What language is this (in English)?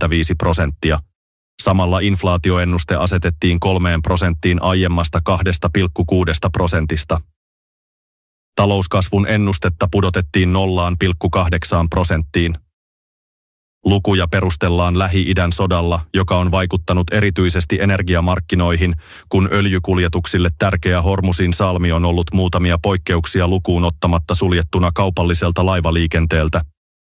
Finnish